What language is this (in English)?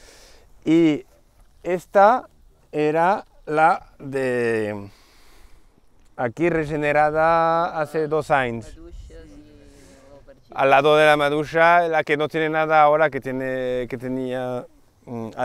Spanish